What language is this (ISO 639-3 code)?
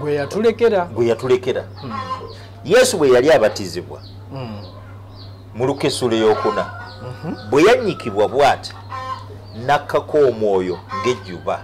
lug